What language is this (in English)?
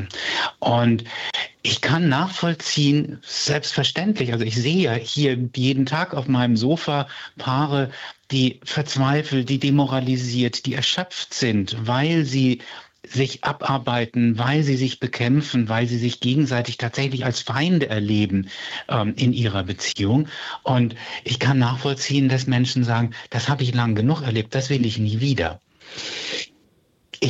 German